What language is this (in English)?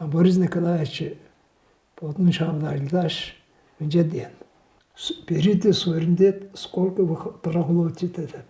Tuvinian